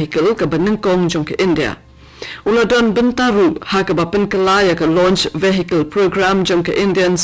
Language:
Khasi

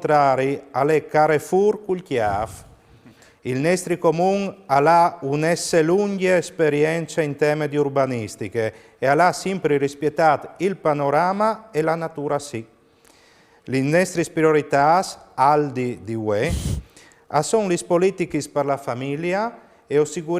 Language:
Friulian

